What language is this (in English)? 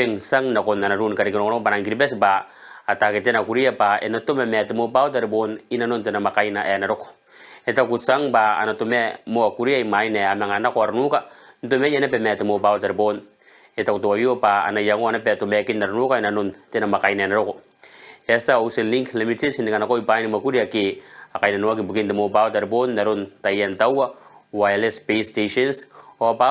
Gilbertese